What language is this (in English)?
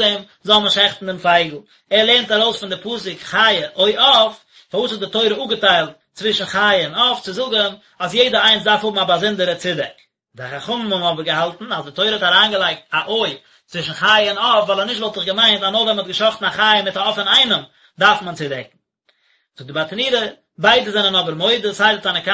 Yiddish